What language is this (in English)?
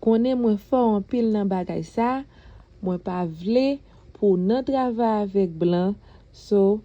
Haitian Creole